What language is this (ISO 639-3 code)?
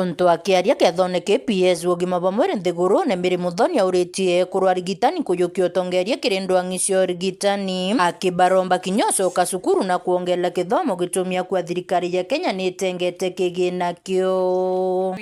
mer